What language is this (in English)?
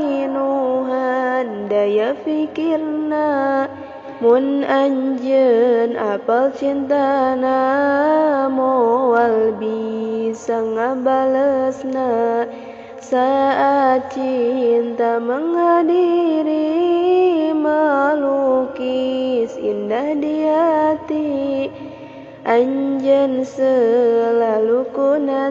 Sundanese